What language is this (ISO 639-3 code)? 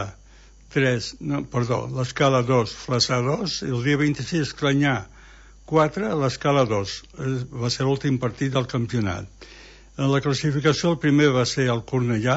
cat